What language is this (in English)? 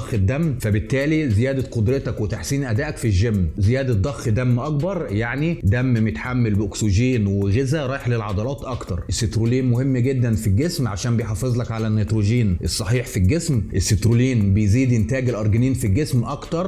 Egyptian Arabic